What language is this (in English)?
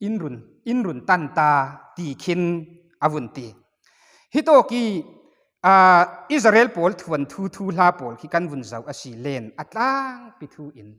Falam Chin